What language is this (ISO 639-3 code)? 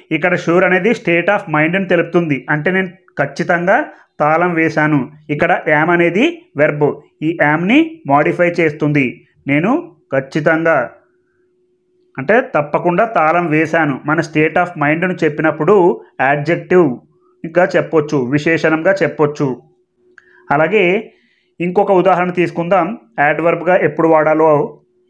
tel